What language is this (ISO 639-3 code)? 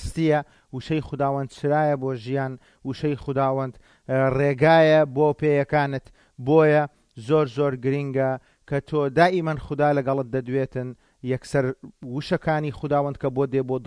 ckb